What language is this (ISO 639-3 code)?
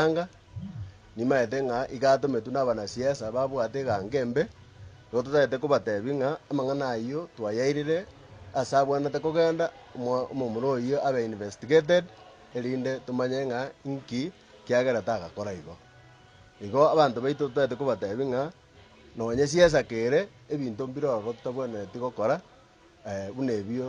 guz